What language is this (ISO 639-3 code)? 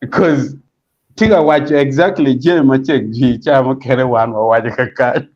ach